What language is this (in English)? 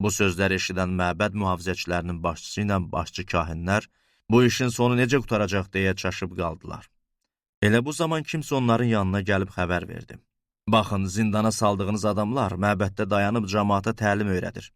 Azerbaijani